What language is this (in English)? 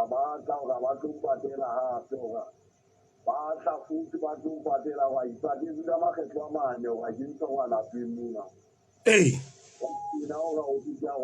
Southern Sotho